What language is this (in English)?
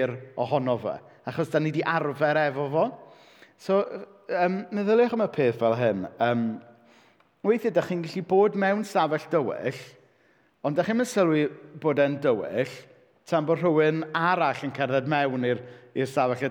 Welsh